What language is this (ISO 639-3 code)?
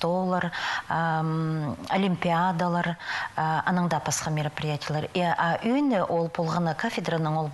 kjh